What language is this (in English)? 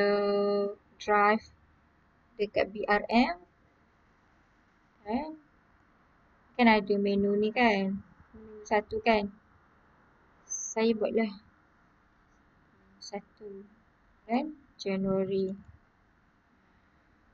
Malay